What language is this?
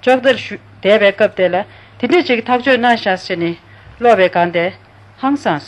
Tibetan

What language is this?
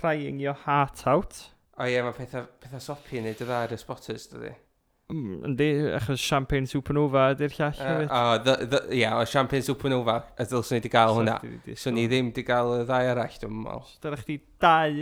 Welsh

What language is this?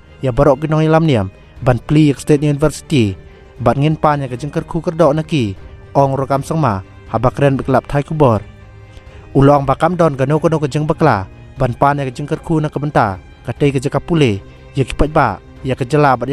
Khasi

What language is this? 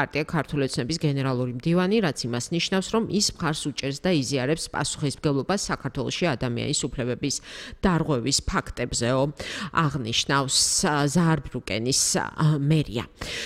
Georgian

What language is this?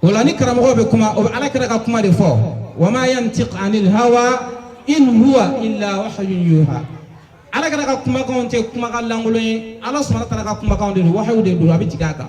Bambara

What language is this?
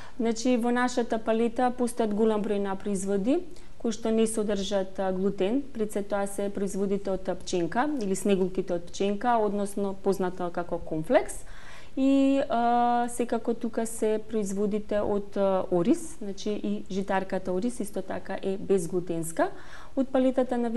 Macedonian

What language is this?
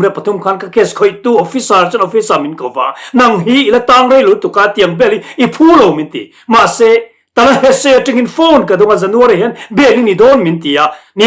Mizo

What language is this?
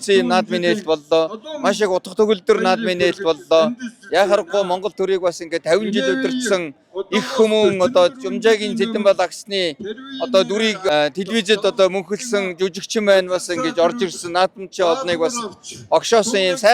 Mongolian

